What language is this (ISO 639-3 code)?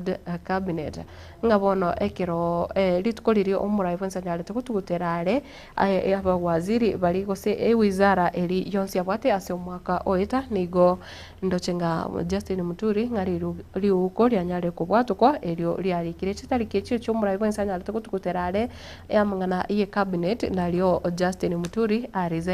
guz